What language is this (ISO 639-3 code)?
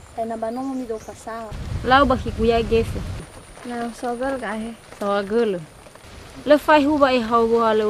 nia